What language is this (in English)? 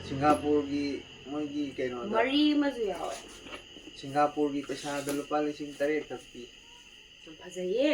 Manipuri